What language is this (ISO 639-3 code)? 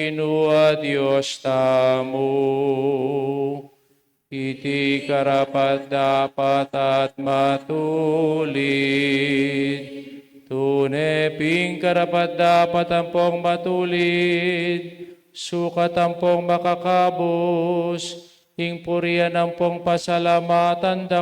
pam